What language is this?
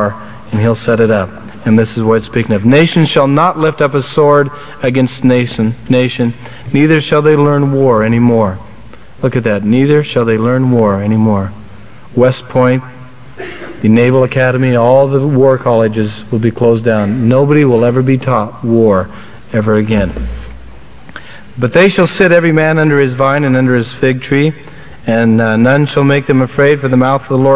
English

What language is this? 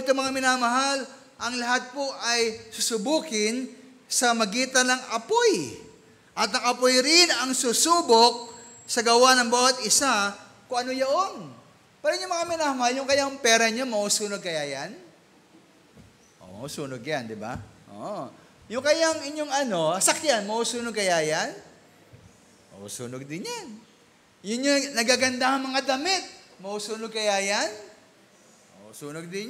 Filipino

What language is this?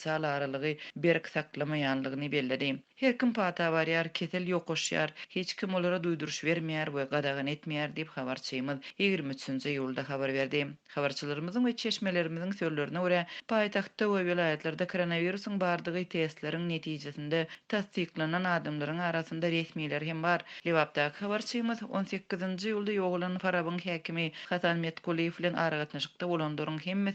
Turkmen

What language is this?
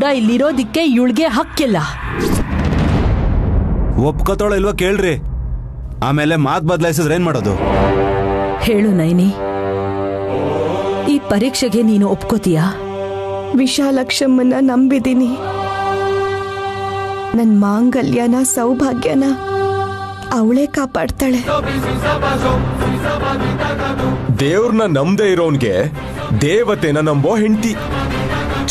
Kannada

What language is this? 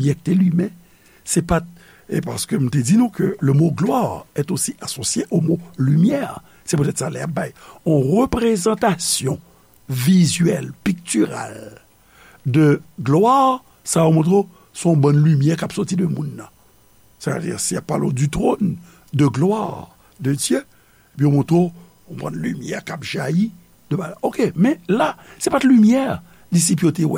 Haitian Creole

